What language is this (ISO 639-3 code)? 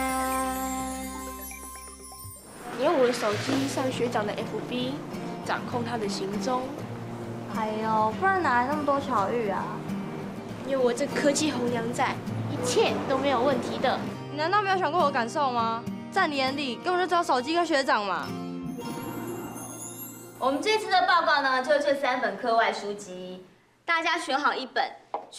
zho